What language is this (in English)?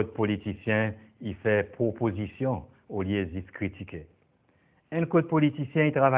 Seselwa Creole French